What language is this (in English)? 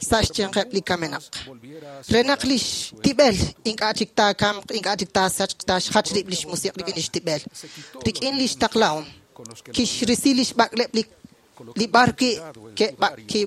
Kekchí